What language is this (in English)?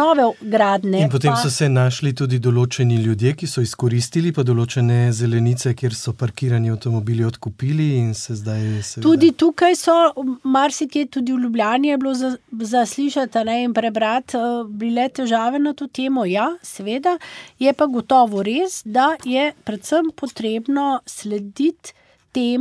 Slovenian